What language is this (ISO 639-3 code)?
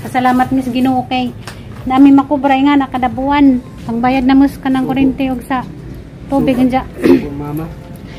ceb